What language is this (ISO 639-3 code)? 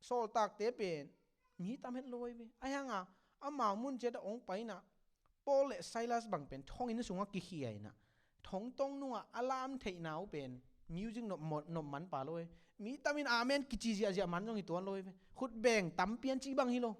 ctd